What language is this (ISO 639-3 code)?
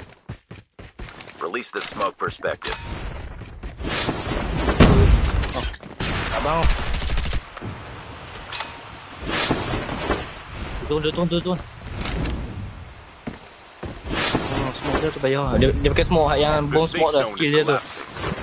msa